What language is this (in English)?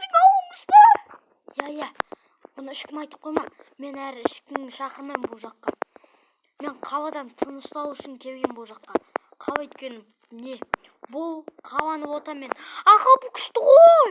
Kazakh